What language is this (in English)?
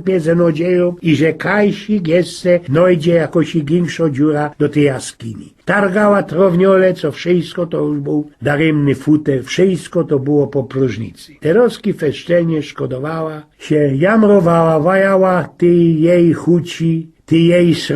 Silesian